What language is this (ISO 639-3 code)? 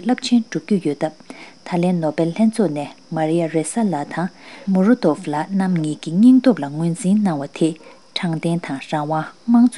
bod